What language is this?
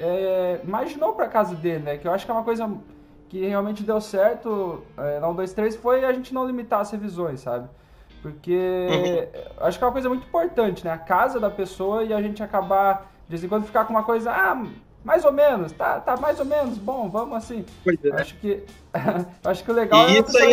Portuguese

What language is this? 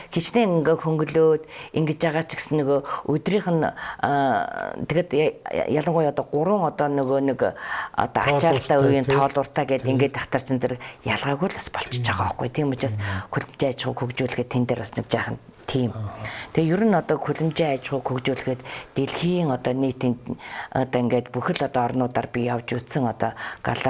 Mongolian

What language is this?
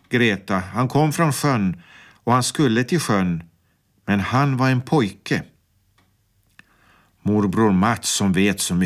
Swedish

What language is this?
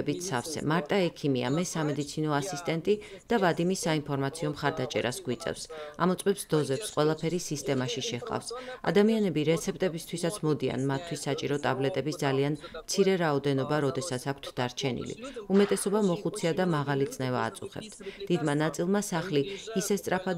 Georgian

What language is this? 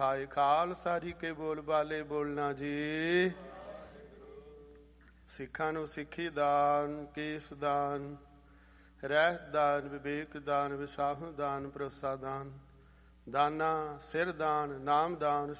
Punjabi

